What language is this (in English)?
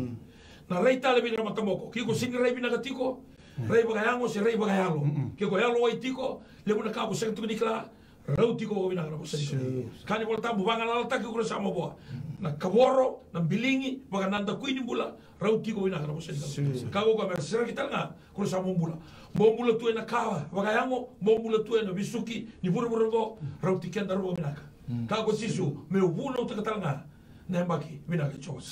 Fijian